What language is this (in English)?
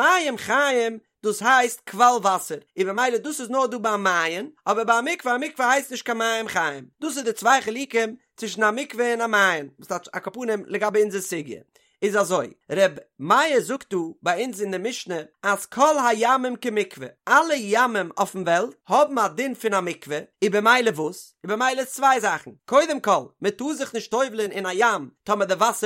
Yiddish